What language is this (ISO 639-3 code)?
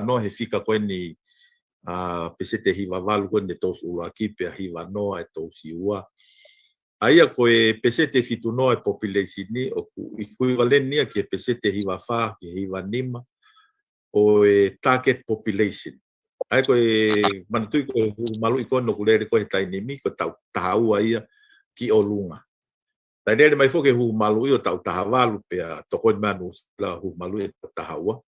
ton